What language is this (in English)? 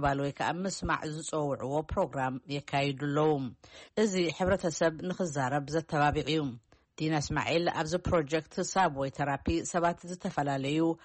Tigrinya